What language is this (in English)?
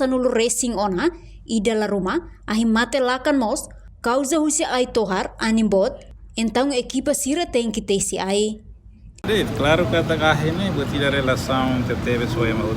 Tetum